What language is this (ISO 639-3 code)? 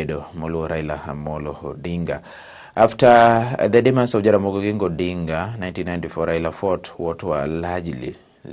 luo